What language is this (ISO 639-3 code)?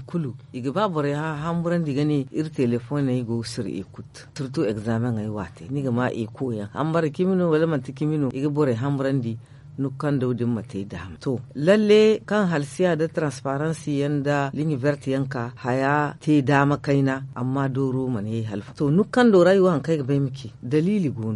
dje